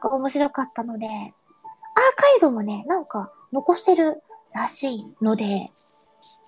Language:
Japanese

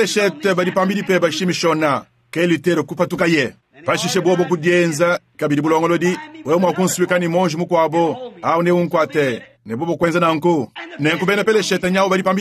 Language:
Luba-Lulua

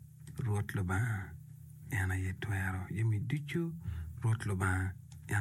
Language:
Acoli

